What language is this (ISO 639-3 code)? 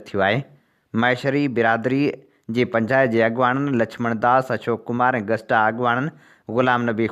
snd